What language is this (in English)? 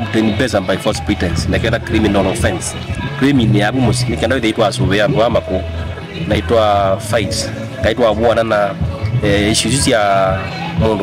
Kamba